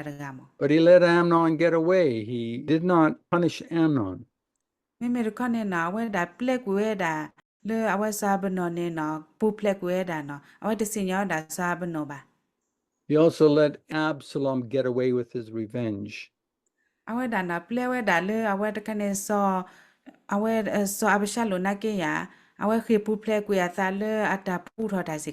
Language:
S'gaw Karen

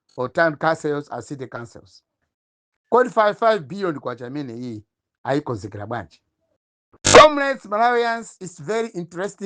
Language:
Nyanja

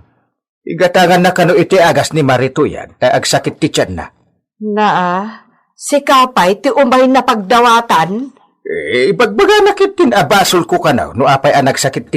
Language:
Iloko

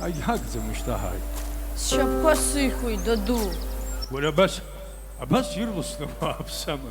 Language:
Abkhazian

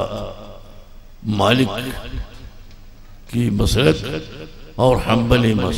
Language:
Malayalam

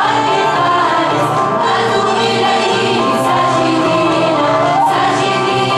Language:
Greek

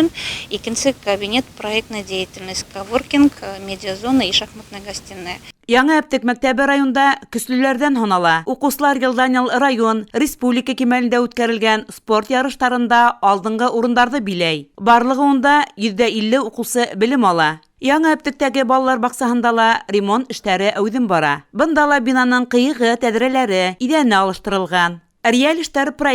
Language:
Bashkir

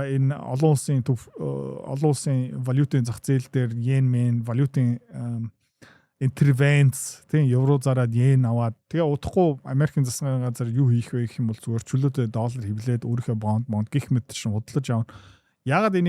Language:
Mongolian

